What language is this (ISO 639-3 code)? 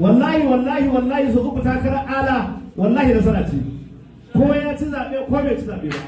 hau